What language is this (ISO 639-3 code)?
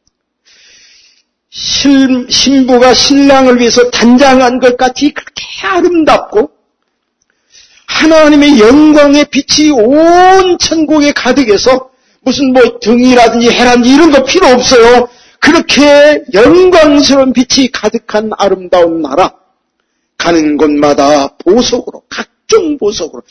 kor